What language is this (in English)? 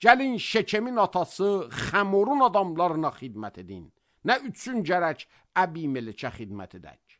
Azerbaijani